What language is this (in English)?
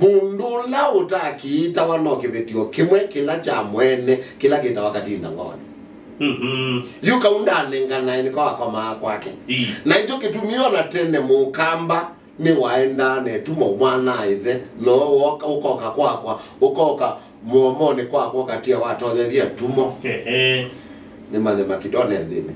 Kamba